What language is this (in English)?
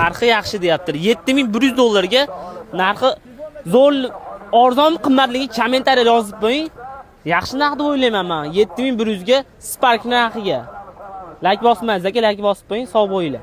Uzbek